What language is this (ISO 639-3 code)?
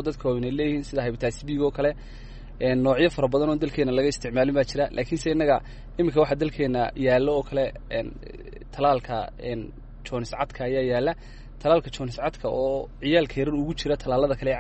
som